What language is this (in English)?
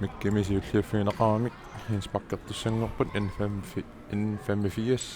Kalaallisut